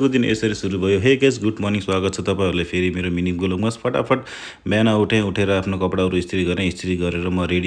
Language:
Nepali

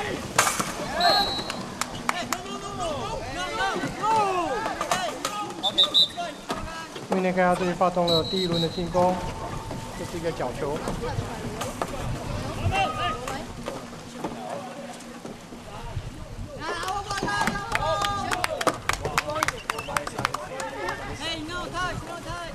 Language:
Chinese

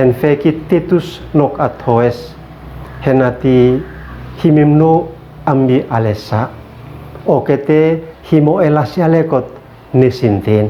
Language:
Uab Meto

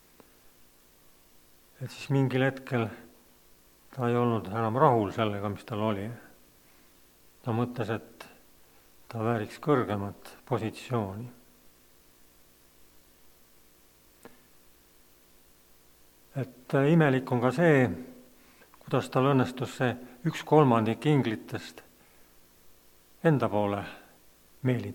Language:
Estonian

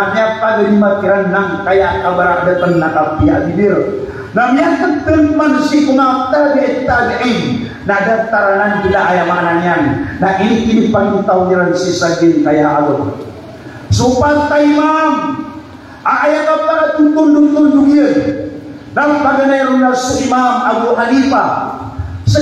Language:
Maranao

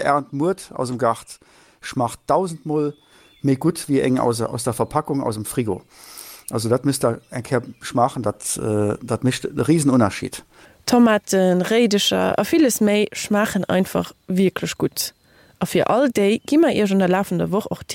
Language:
Luxembourgish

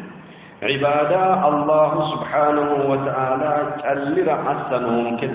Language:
Sidamo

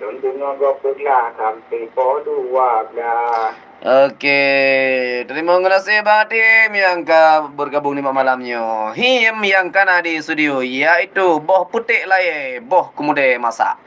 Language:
Achinese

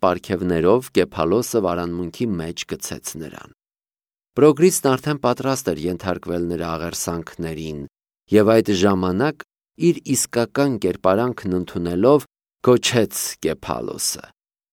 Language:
Armenian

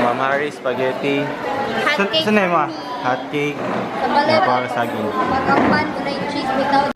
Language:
Cebuano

